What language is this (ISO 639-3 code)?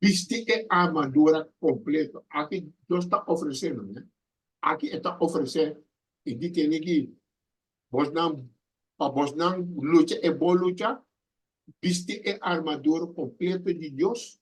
pap